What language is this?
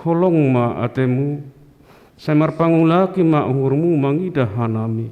Batak Simalungun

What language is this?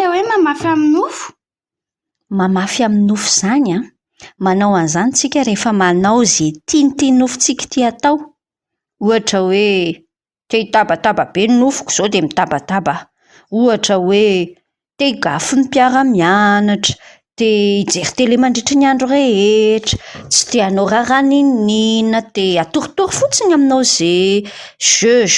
Malagasy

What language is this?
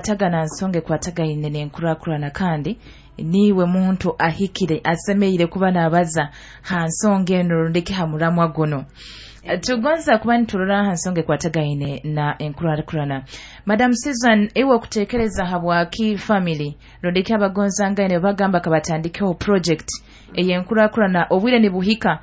Nyoro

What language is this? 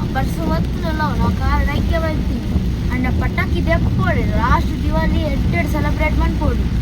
Tulu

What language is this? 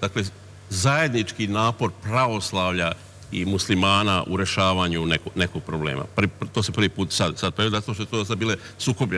Serbian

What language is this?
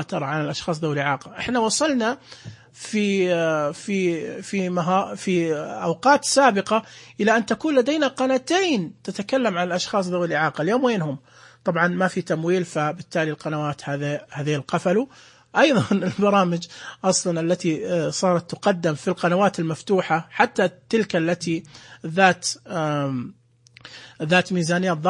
Najdi Arabic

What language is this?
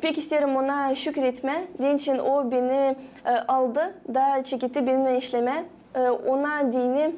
Gagauz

